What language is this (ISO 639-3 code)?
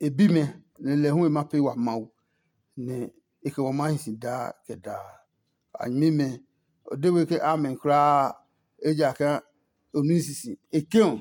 ada